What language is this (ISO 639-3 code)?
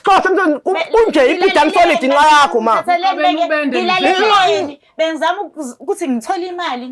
zul